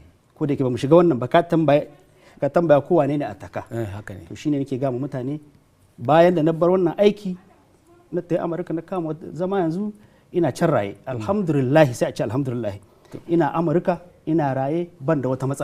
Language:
Hausa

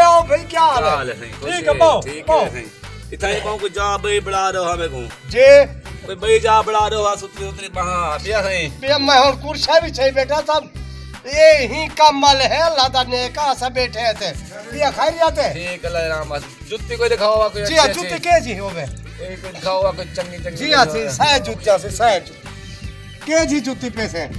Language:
Saraiki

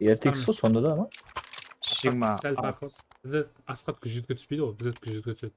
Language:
Kara-Kalpak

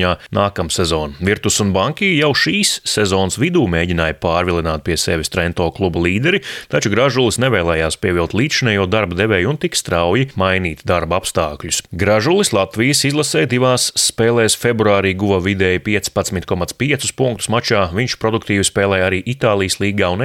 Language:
Latvian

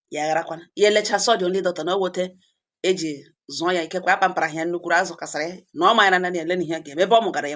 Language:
Igbo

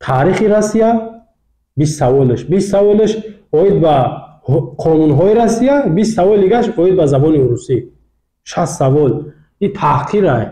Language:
Tajik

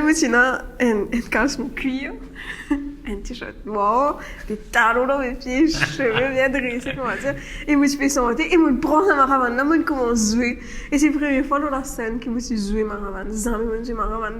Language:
Morisyen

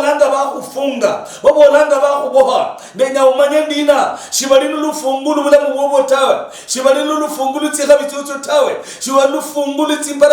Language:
Luyia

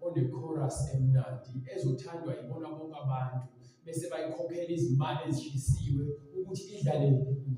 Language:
Zulu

